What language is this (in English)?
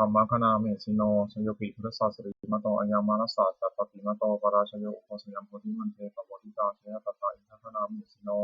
Pali